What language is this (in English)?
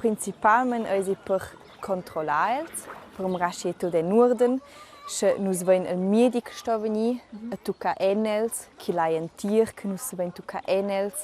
Romansh